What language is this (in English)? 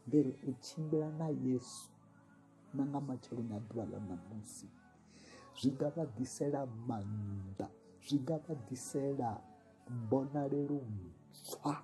Venda